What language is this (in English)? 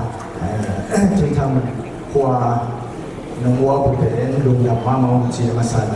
Tedim Chin